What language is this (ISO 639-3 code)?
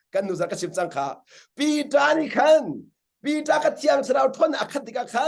cnh